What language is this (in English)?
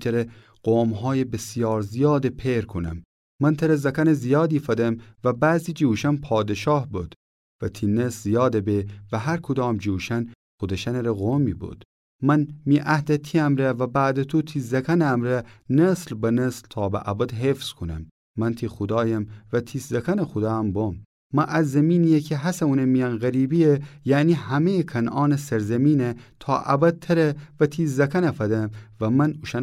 Gilaki